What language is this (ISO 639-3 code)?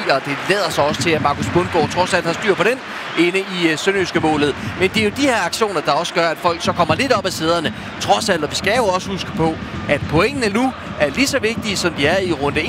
dan